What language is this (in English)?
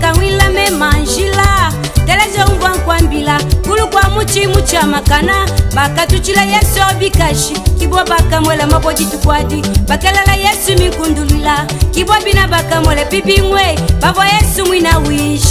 Luba-Lulua